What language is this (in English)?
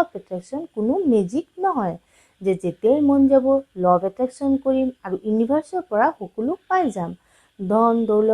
Assamese